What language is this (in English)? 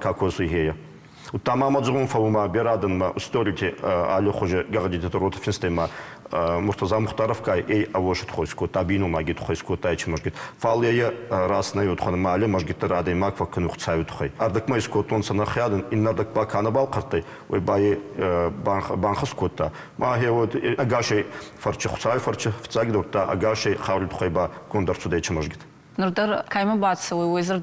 Ossetic